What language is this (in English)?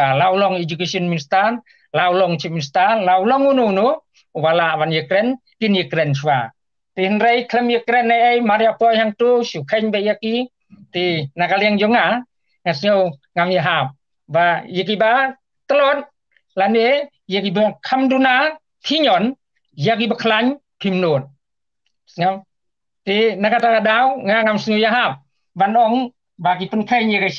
Khasi